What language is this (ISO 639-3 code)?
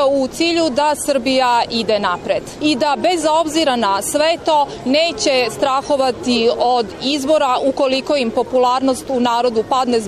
srp